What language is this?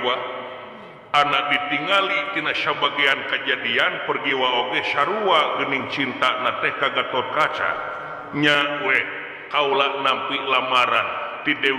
Sundanese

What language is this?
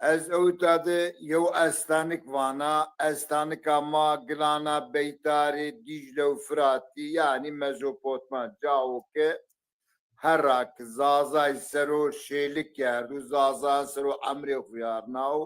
Zaza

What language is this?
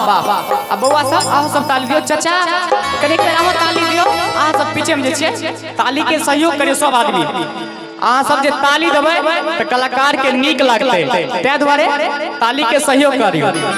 Maithili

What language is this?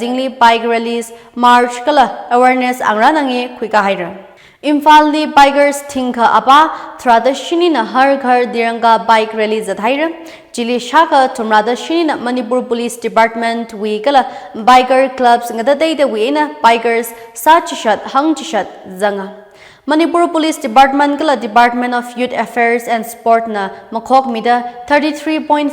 Tangkhul Naga (India)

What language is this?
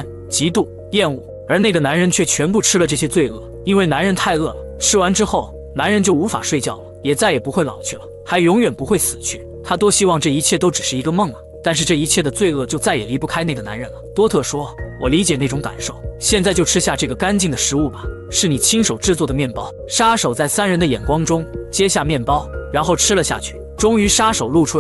Chinese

